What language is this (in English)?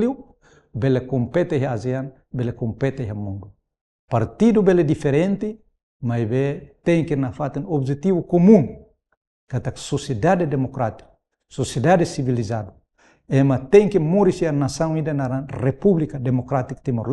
Tetum